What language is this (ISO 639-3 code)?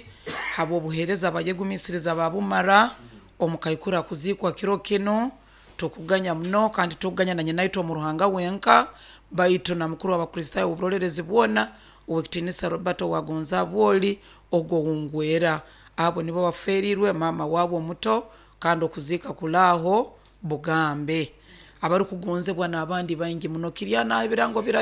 nyo